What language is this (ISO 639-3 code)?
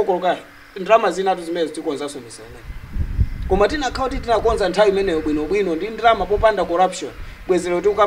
nya